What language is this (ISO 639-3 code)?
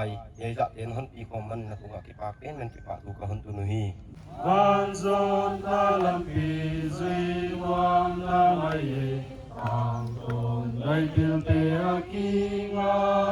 pck